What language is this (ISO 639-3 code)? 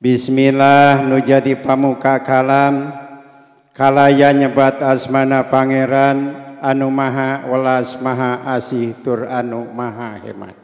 sun